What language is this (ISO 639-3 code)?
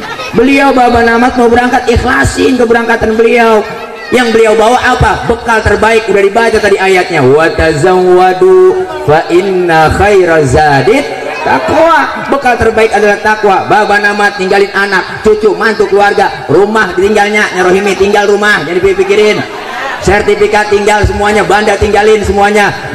bew